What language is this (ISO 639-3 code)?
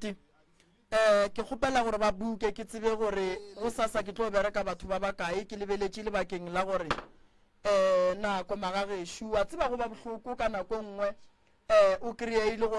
nso